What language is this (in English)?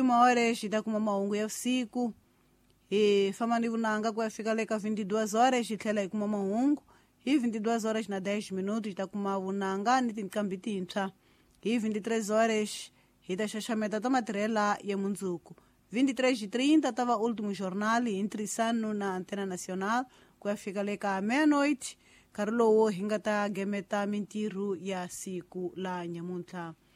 Tsonga